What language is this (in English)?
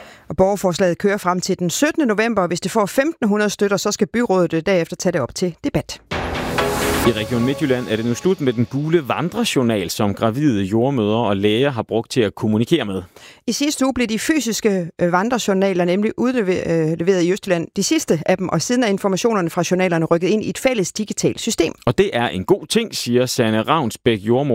Danish